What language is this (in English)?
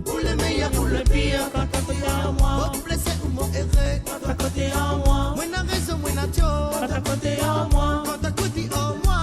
Morisyen